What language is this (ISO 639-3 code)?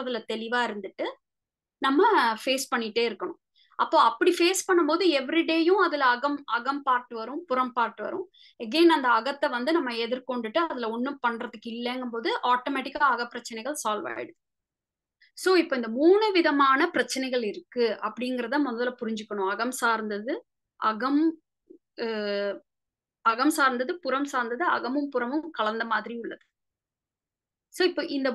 tam